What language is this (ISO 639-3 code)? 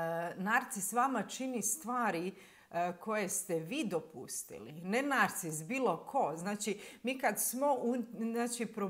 hrv